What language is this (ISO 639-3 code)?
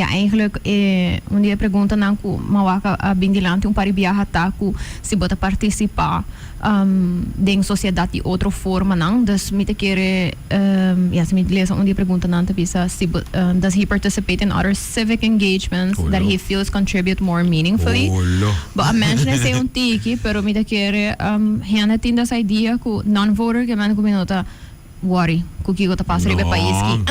pap